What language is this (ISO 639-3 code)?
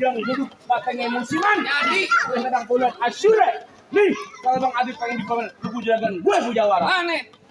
bew